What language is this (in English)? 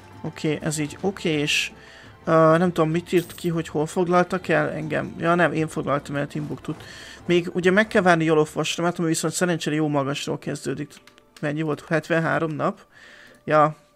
Hungarian